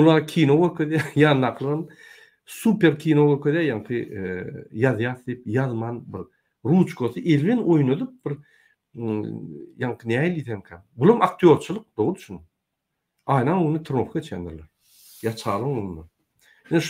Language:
Turkmen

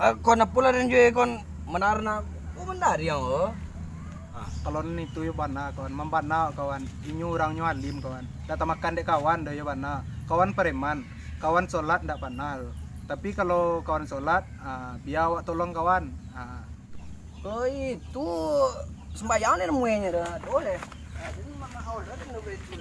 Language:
Minangkabau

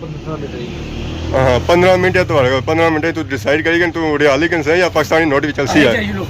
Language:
Pahari-Potwari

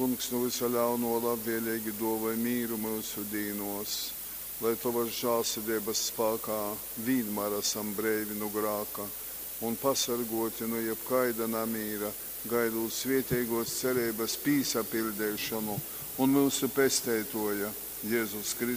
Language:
Latgalian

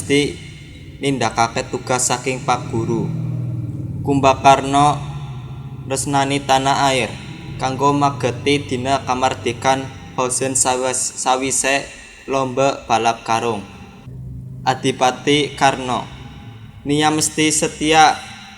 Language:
Javanese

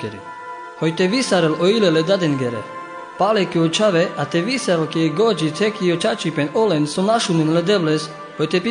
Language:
Carpathian Romani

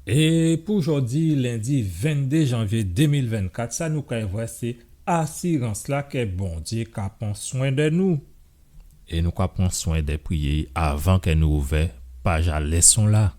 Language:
Guadeloupean Creole French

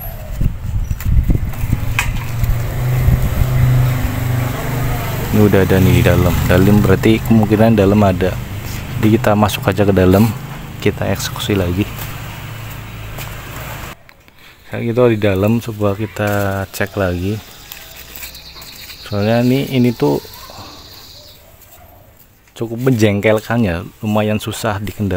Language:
Indonesian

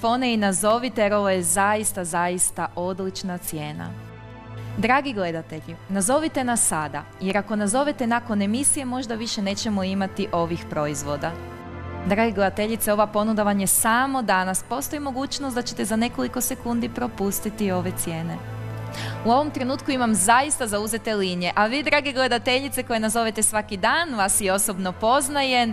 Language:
Croatian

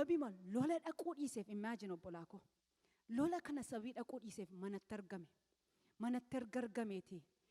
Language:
Oromo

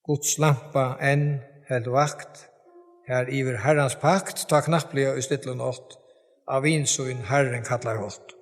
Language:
Faroese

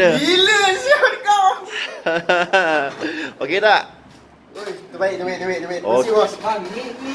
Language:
Malay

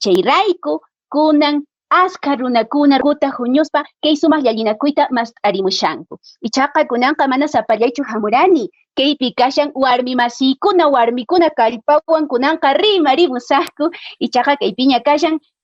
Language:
Quechua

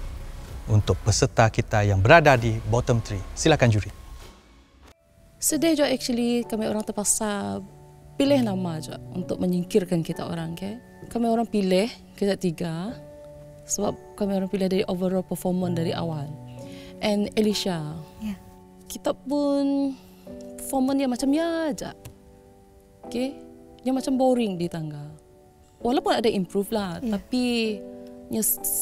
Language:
Malay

